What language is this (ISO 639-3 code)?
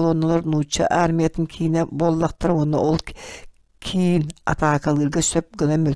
sah